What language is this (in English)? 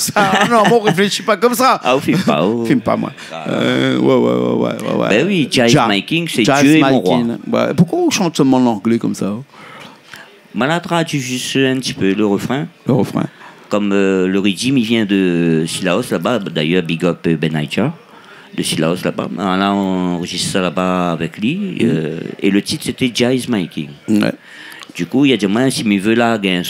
Réunion Creole French